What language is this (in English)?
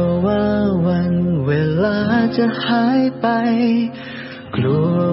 Thai